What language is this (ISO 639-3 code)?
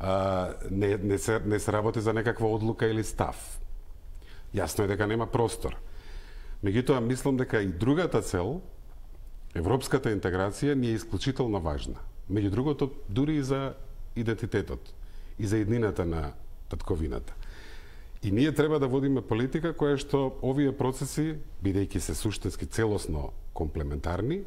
mkd